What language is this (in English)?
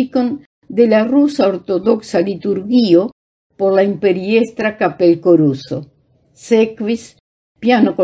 Esperanto